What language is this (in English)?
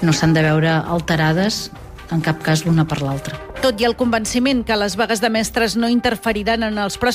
Catalan